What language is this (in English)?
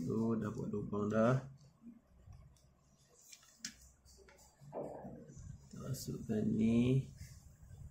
Malay